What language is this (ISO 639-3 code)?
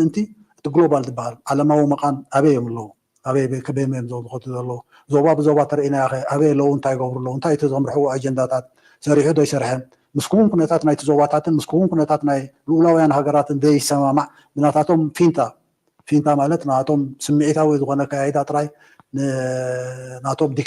tir